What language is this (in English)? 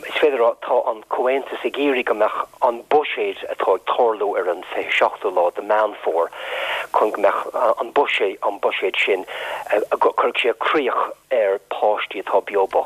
Irish